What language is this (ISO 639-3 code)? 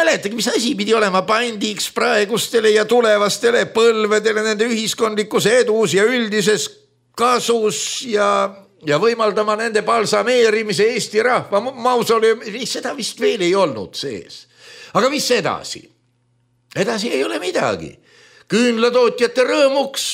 est